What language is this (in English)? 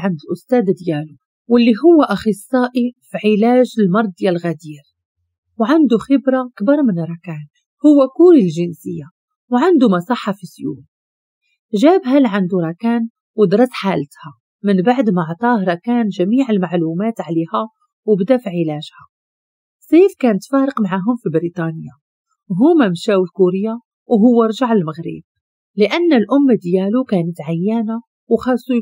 Moroccan Arabic